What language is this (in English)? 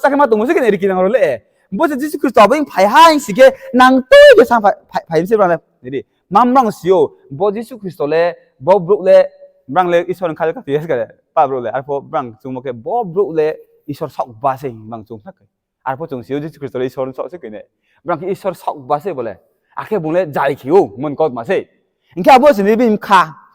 Riang (India)